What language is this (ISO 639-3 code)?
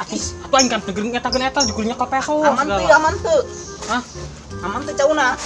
sun